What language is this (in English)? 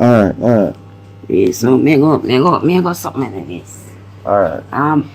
Jamaican Creole English